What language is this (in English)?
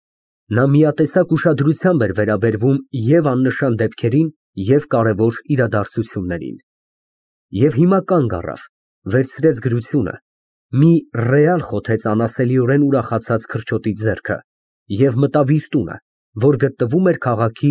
Armenian